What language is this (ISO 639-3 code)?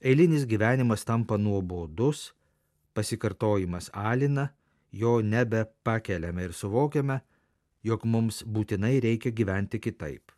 lit